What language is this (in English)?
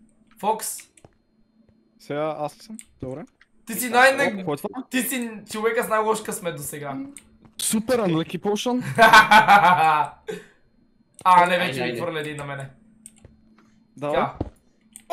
Bulgarian